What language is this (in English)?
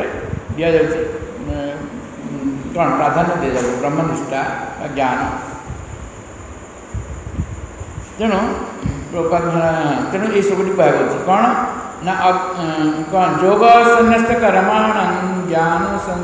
Odia